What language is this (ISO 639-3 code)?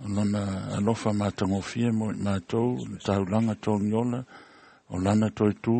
smo